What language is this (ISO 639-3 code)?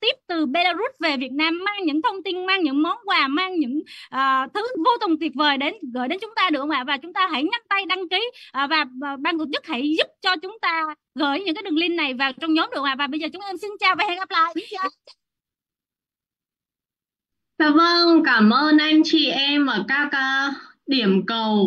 vie